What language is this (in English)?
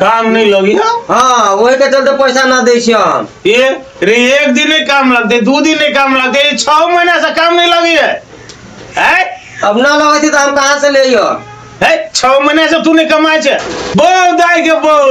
Maithili